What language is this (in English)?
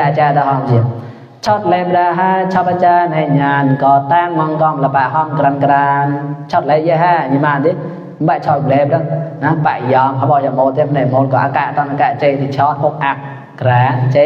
Mon